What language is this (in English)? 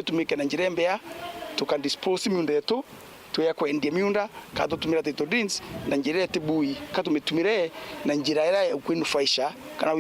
Meru